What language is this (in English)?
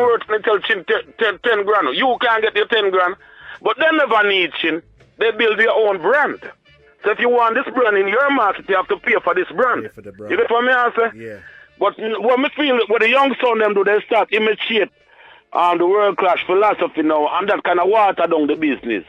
Jamaican Creole English